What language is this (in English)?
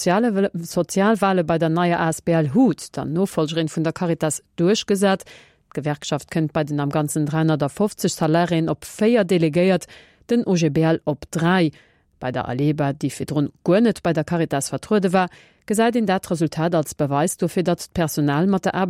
Luxembourgish